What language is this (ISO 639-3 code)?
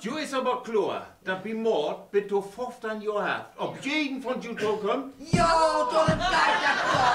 nds